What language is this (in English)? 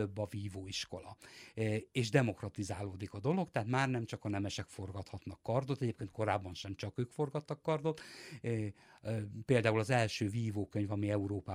Hungarian